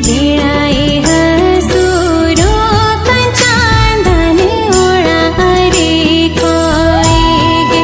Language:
Santali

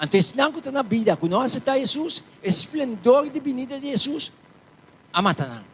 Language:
Papiamento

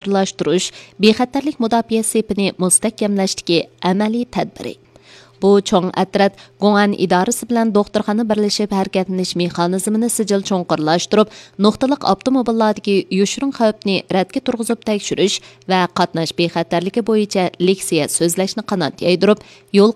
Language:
Uyghur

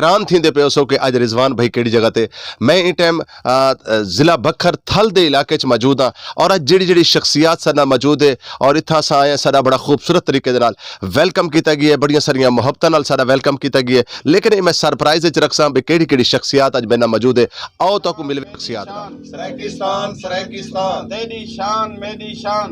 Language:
Saraiki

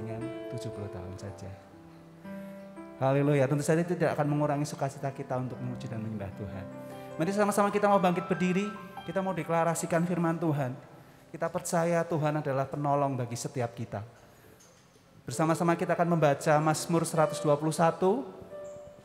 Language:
Indonesian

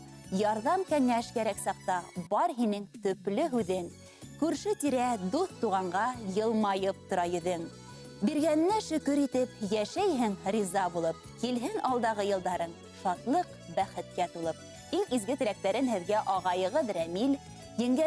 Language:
Bashkir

